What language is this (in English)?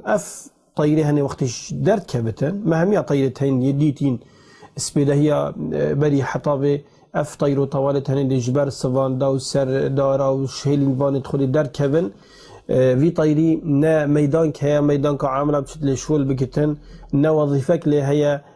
Kurdish